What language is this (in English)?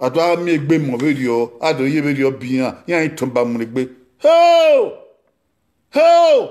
Bini